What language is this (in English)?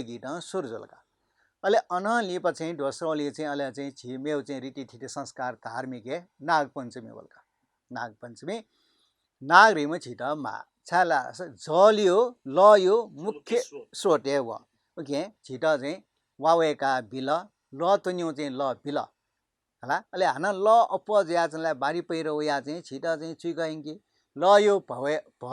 Newari